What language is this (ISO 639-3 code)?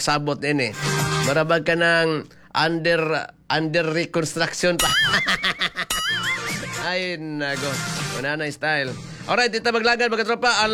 ceb